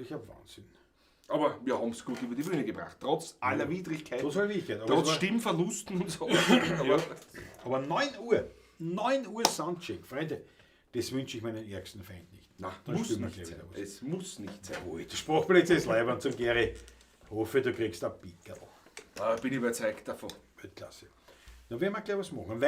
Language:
Bavarian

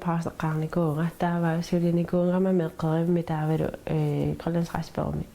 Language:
Kalaallisut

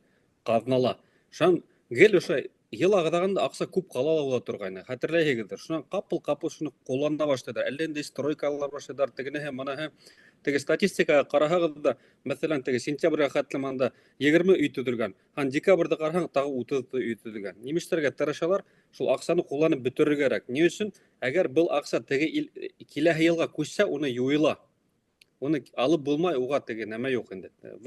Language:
Bashkir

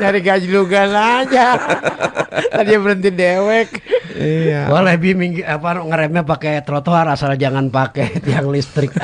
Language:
Betawi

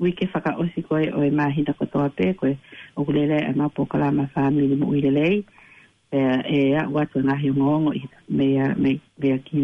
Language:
Tongan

